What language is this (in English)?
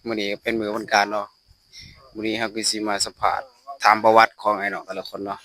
Lao